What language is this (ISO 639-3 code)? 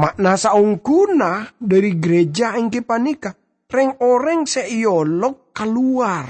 mad